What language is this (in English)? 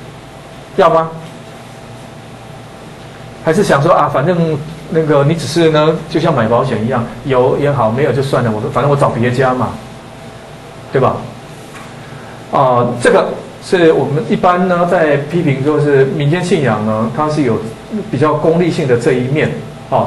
Chinese